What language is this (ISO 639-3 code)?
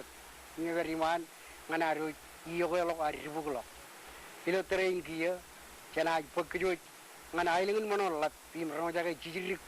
mah